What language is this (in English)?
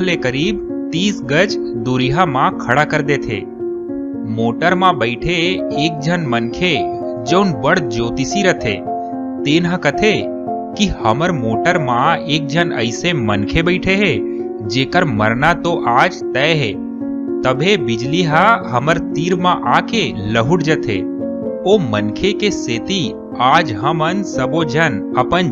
Chhattisgarhi